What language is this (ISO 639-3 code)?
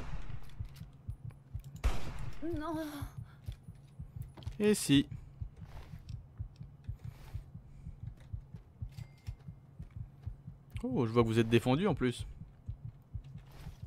fra